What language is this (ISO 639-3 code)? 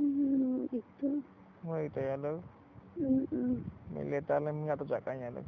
tzo